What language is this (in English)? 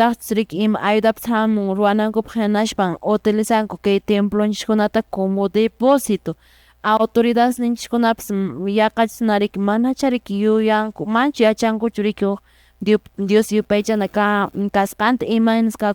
Quechua